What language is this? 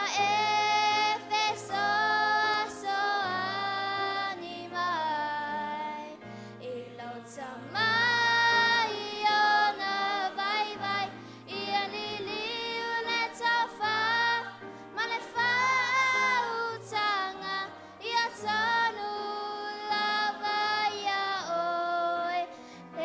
Samoan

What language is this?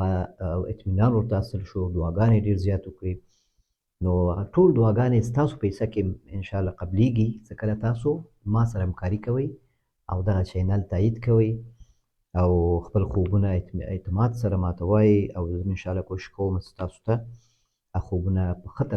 Pashto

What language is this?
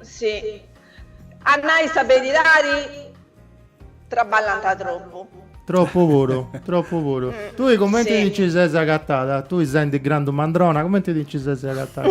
Sardinian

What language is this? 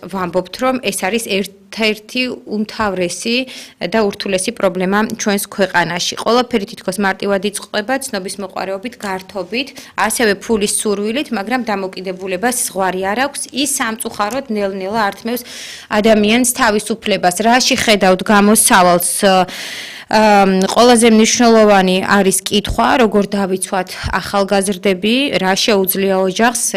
Georgian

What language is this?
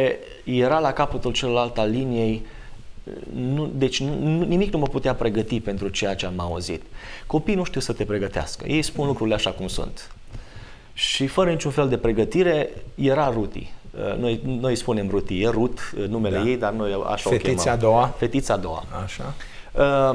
Romanian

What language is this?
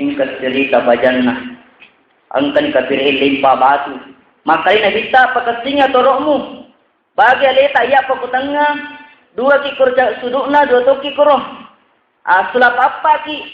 Buginese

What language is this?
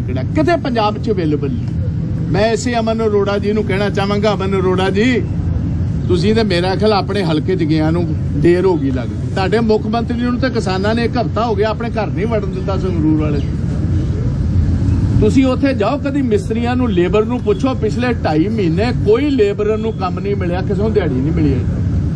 Punjabi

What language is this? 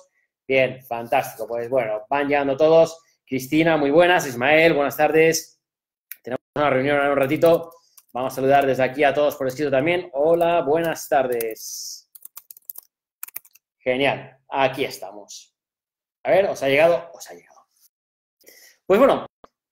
Spanish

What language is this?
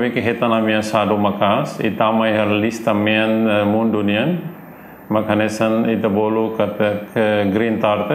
Tetum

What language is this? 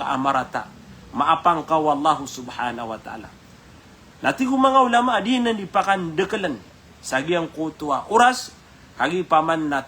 Maranao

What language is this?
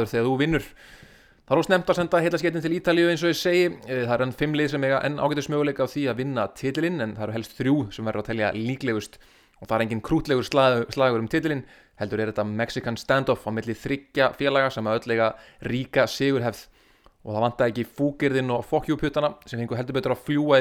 Icelandic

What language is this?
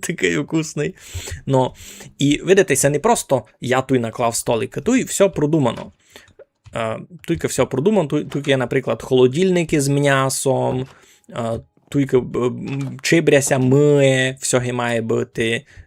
Rusyn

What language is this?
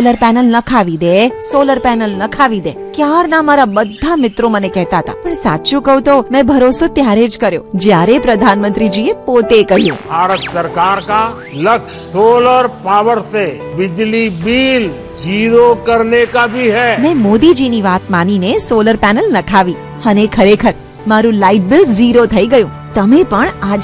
Gujarati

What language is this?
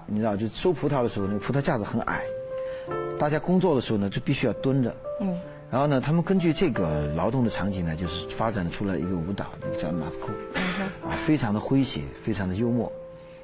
Chinese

